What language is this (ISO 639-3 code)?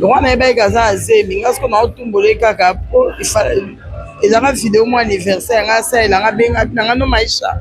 lin